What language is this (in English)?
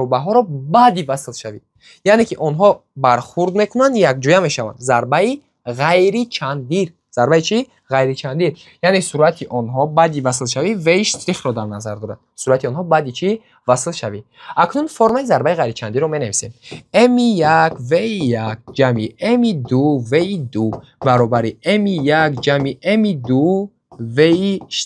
Tajik